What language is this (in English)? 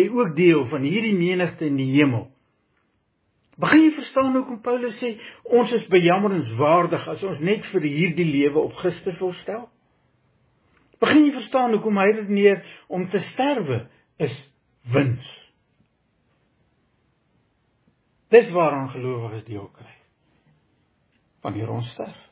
Afrikaans